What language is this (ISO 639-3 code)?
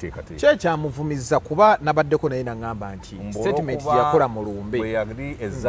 lug